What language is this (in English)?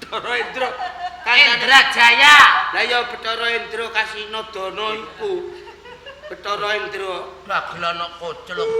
Javanese